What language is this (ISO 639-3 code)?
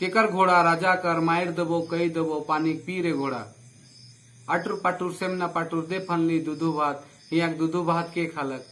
sck